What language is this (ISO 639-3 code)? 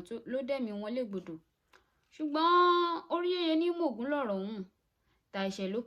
yor